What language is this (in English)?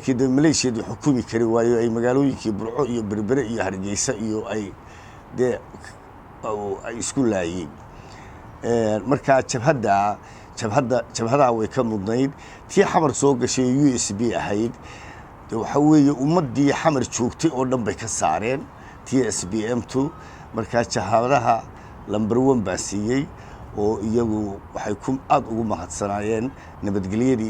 Somali